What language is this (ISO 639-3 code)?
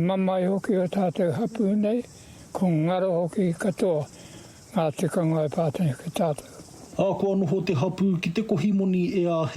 mri